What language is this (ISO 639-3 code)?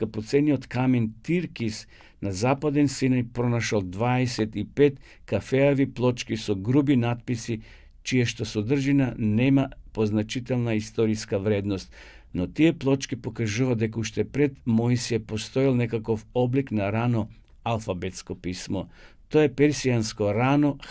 mkd